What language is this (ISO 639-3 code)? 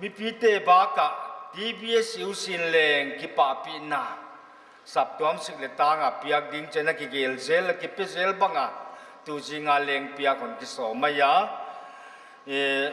pck